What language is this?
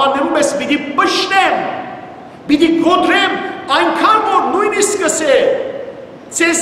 Western Armenian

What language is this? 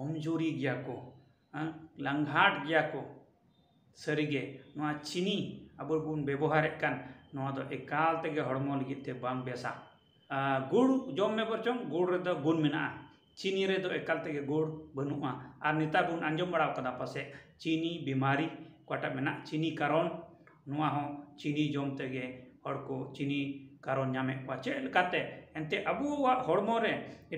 Santali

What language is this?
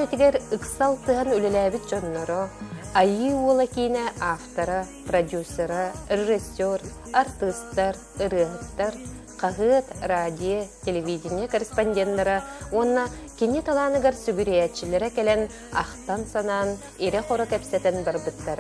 Yakut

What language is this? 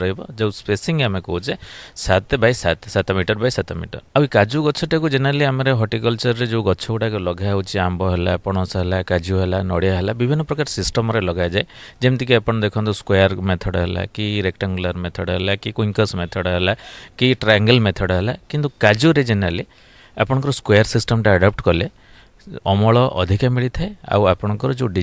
Odia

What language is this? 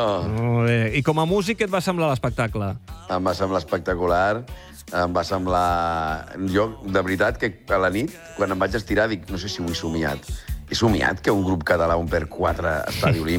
Catalan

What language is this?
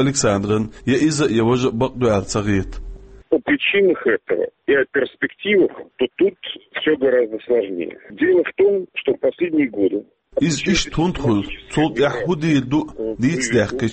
Chechen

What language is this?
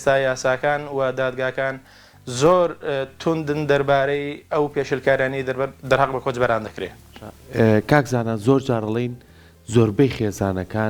Central Kurdish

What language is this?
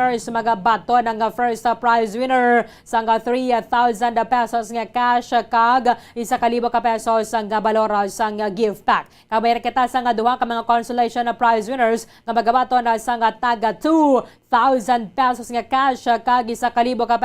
Hiligaynon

